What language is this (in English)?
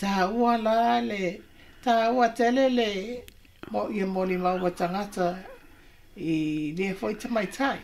Samoan